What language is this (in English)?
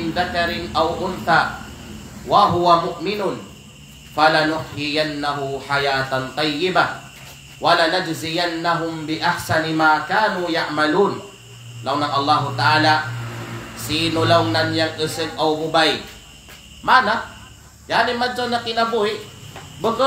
Kalagan